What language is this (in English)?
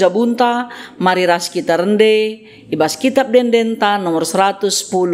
Batak Karo